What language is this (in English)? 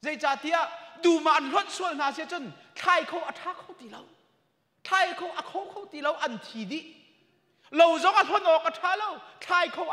Hakha Chin